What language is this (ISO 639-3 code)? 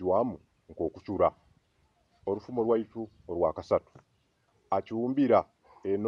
nyo